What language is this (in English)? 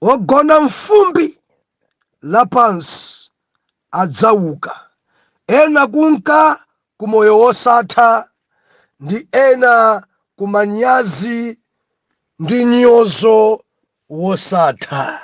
Nyanja